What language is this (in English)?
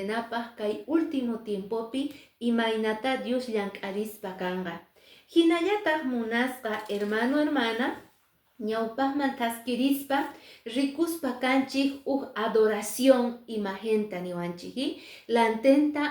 Quechua